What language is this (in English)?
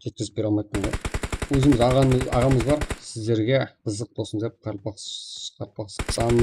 Kara-Kalpak